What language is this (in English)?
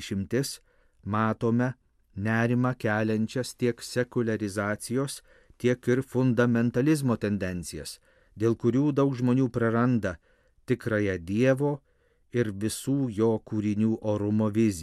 Lithuanian